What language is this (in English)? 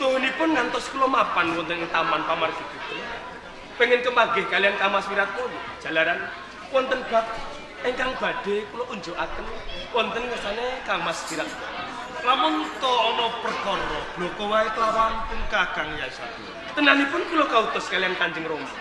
Javanese